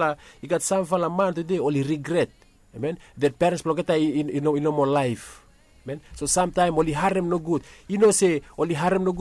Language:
Bislama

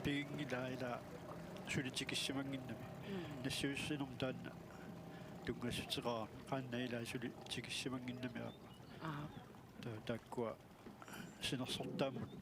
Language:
Kalaallisut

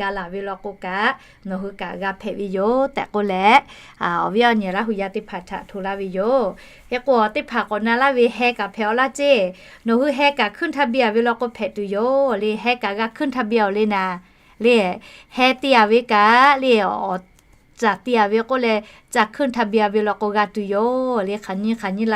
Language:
Lahu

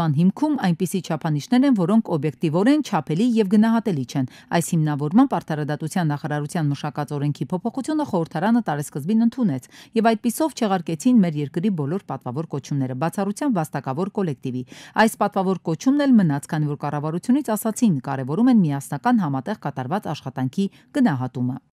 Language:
Armenian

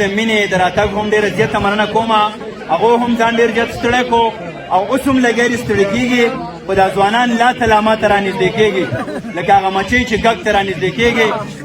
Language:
Pashto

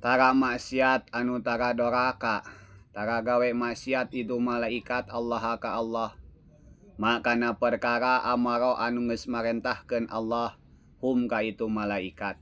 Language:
Sundanese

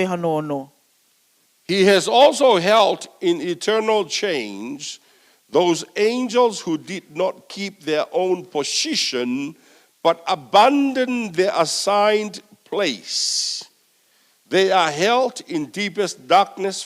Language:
Tongan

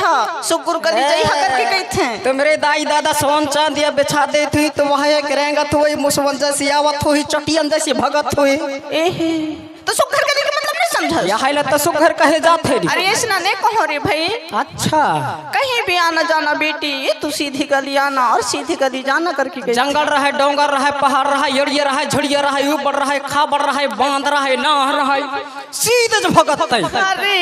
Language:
Chhattisgarhi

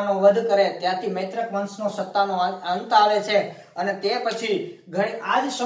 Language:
Gujarati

